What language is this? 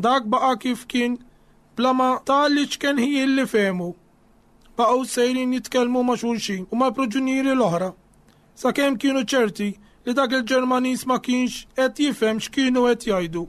Maltese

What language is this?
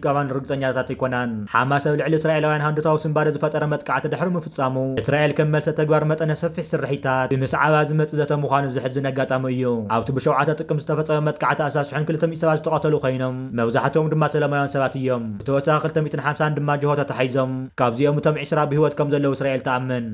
Tigrinya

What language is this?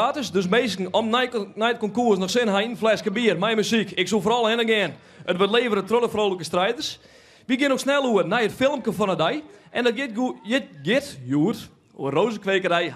Western Frisian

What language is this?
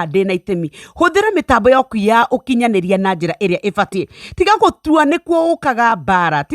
Kikuyu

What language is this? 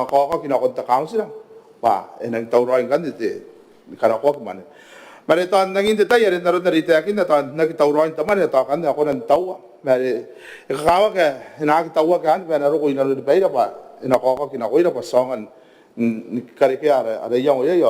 Gilbertese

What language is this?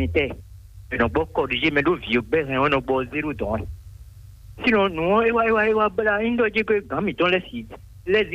Fon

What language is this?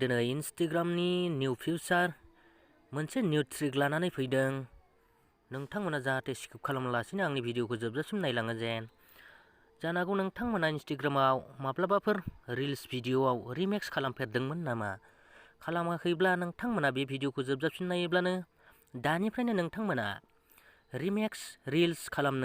Bodo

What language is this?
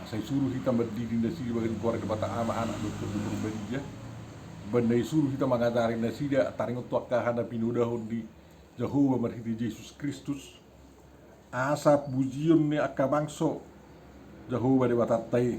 Batak Toba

